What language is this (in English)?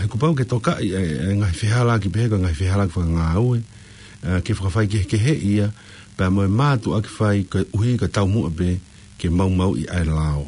Tongan